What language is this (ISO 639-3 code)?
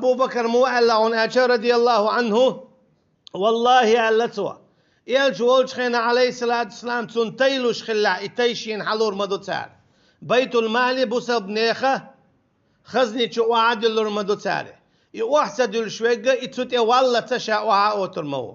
che